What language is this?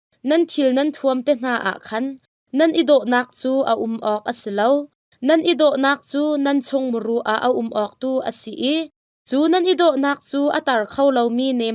Hakha Chin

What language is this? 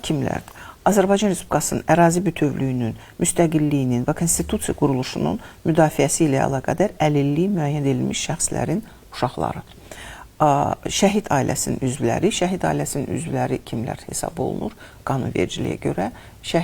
Azerbaijani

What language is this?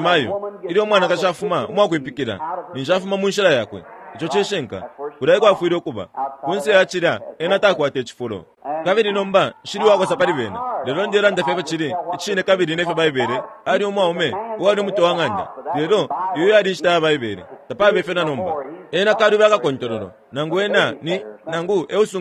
Bemba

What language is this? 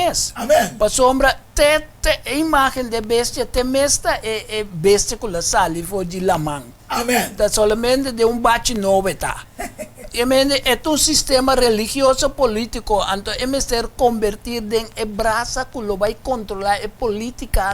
Papiamento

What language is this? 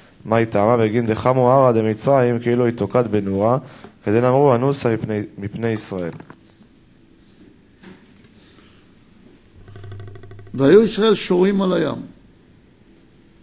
Hebrew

